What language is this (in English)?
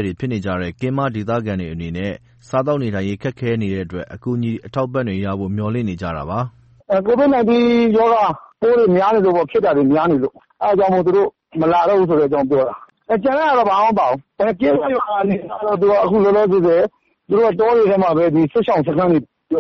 Burmese